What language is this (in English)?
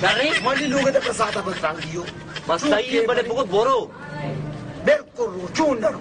Baluchi